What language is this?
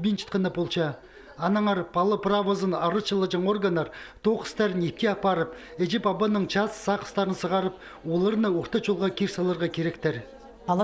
Khakas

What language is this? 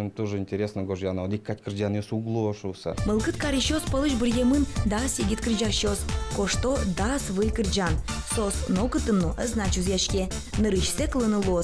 Udmurt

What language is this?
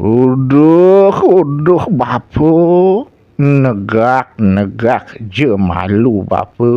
Balinese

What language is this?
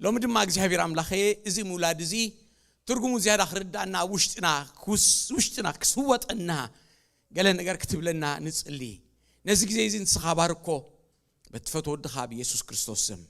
Tigrinya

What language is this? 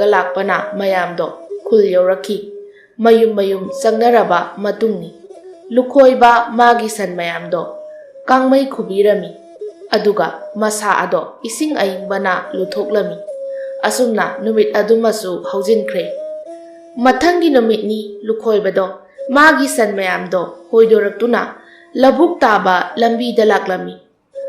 Manipuri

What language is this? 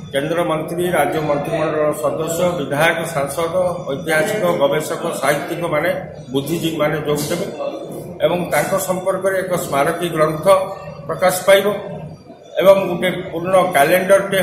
Odia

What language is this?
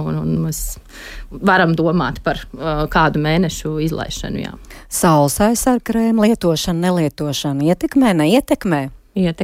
Latvian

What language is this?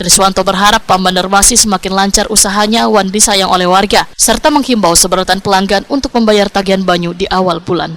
Banjar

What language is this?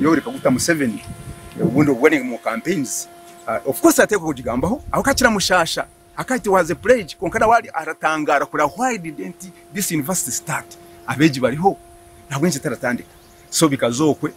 Nyankole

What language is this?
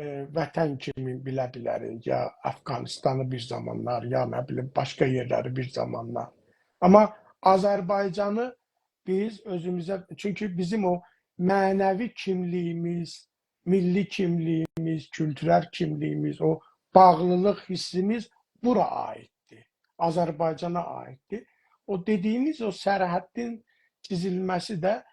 South Azerbaijani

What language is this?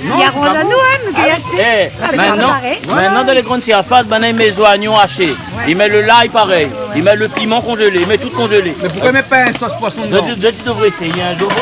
Réunion Creole French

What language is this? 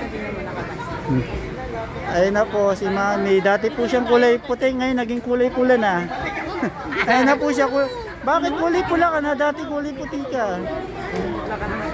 Filipino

